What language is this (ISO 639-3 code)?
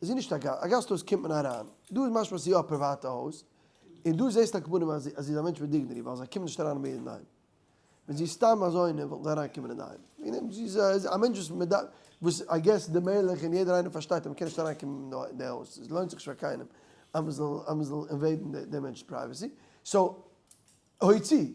yid